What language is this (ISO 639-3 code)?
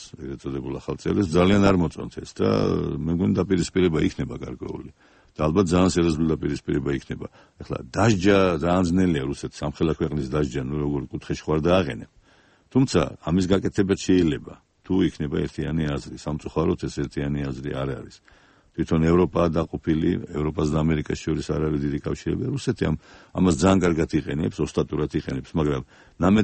kat